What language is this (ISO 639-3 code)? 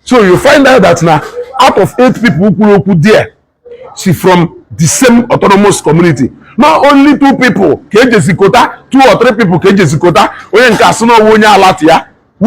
ibo